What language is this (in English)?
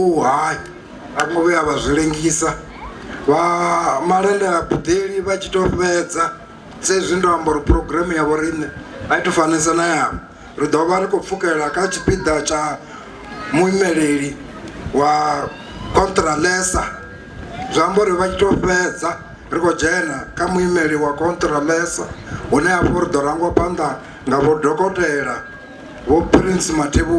Venda